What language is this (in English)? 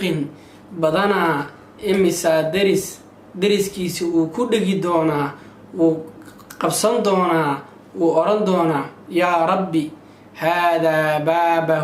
Somali